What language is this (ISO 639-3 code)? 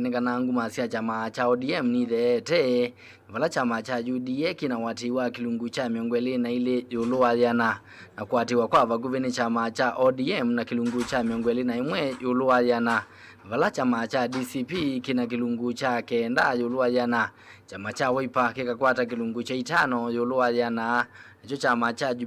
kam